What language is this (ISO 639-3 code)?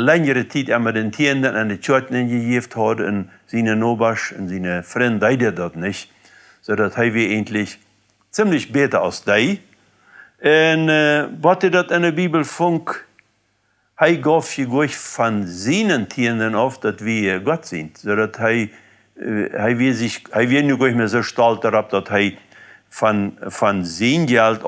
pdt